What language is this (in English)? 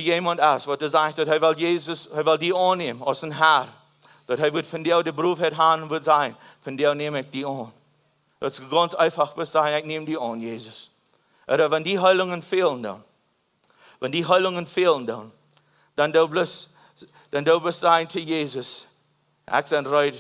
Plautdietsch